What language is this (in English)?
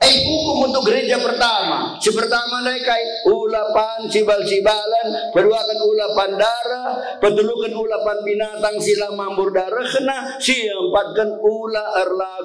Batak Karo